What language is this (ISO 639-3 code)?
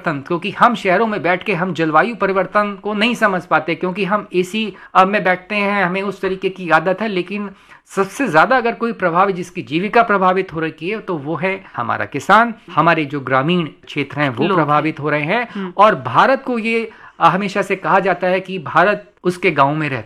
hin